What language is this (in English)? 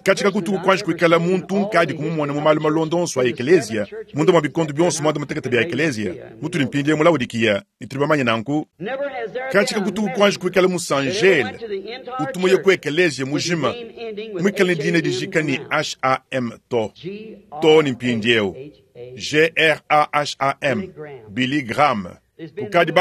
Luba-Lulua